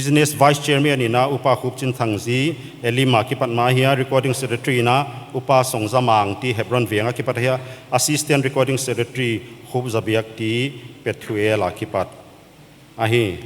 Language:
Paite Chin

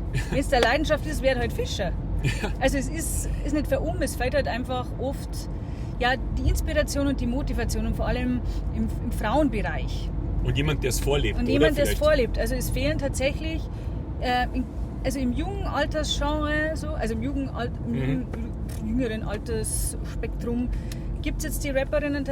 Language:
Bavarian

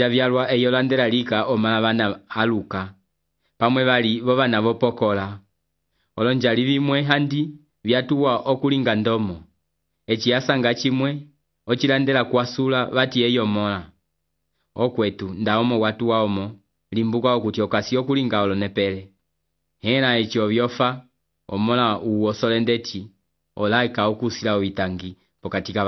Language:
Umbundu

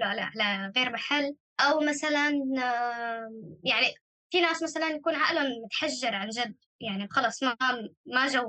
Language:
North Levantine Arabic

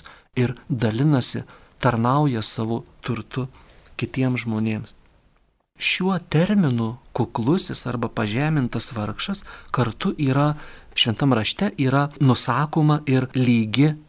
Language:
Lithuanian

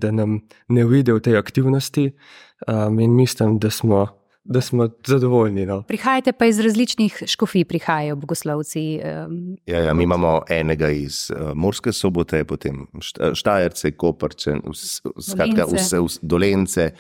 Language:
Slovenian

